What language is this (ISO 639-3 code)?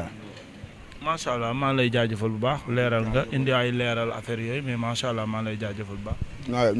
wol